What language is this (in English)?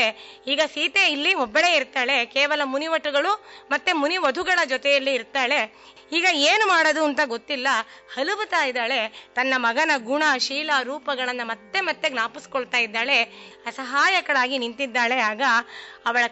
Kannada